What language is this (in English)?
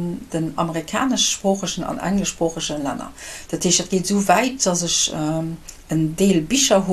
Luxembourgish